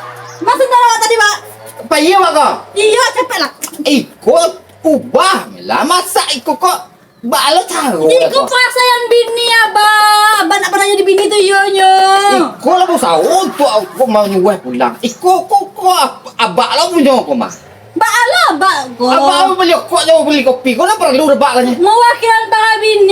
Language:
Minangkabau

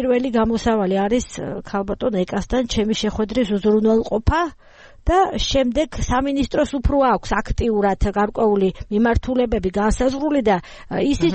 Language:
Georgian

